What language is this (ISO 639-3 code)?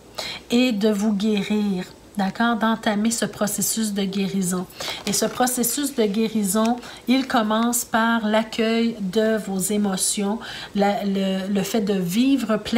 fra